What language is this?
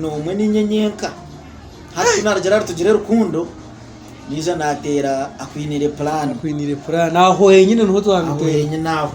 Nyankole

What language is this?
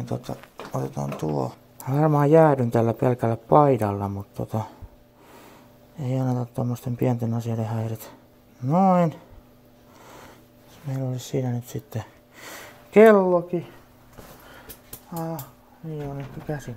Finnish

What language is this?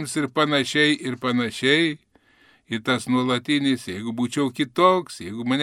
Lithuanian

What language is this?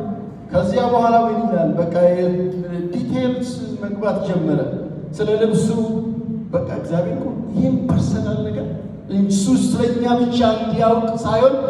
Amharic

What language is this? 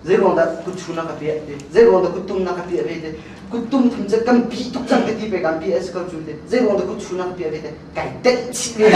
Hakha Chin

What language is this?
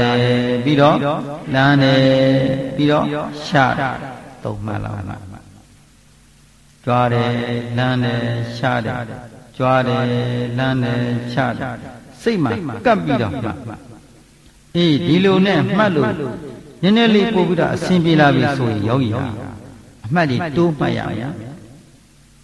Burmese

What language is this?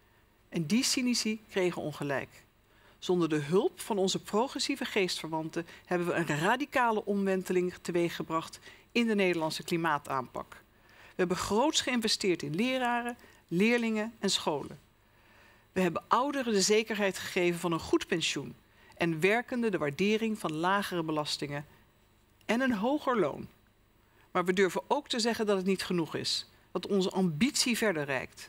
Dutch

